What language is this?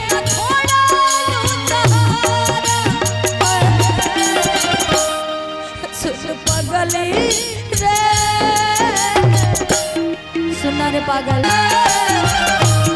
Bhojpuri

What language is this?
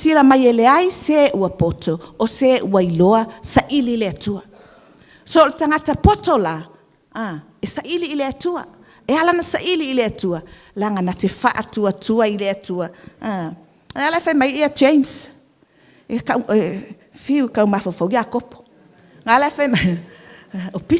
Samoan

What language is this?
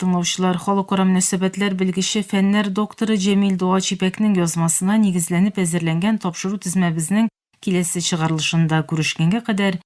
Tatar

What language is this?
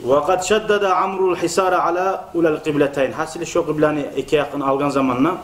Kumyk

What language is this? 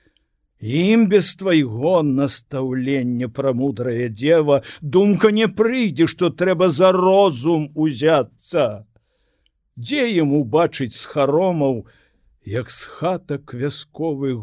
Belarusian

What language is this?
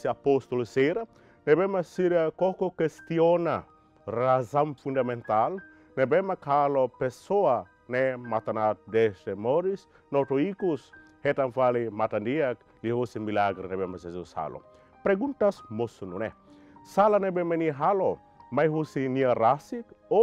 Tetum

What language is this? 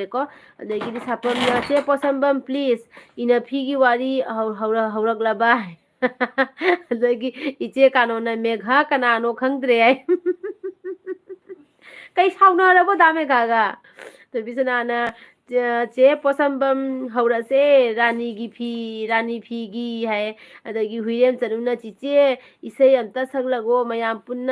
Manipuri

